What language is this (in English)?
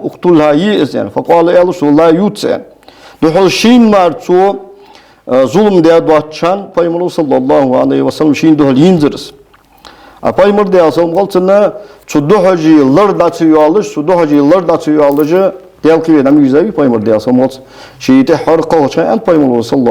Ingush